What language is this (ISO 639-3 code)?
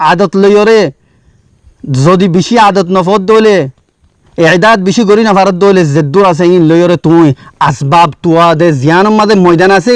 rhg